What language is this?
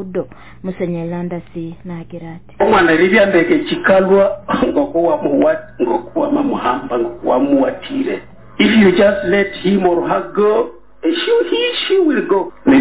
Nyoro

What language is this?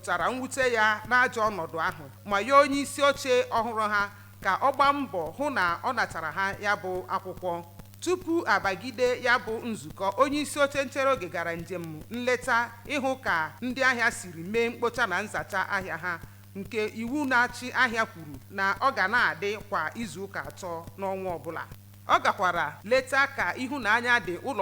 Igbo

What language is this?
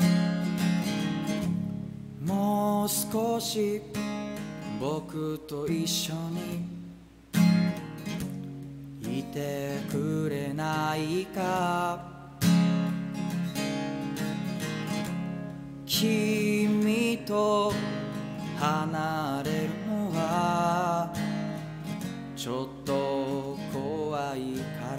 Japanese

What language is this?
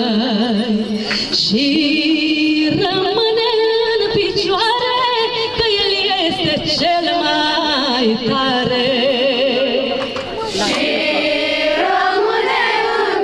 Romanian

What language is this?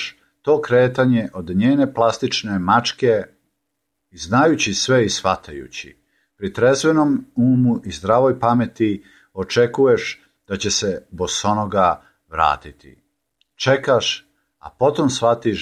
Serbian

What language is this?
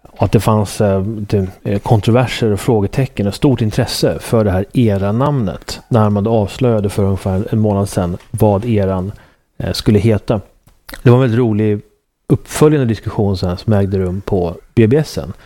Swedish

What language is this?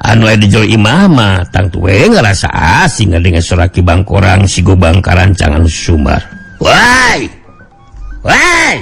Sundanese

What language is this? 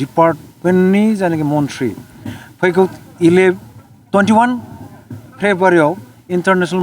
Bodo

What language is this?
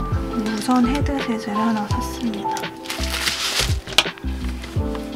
Korean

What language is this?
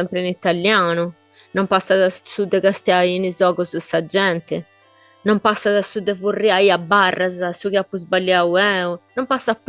Sardinian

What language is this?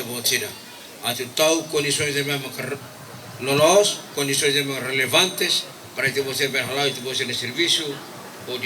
Tetum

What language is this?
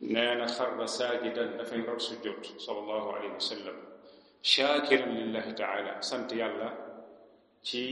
Wolof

